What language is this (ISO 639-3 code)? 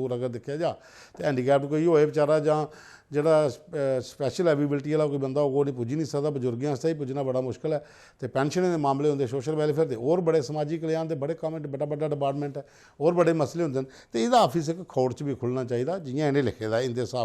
doi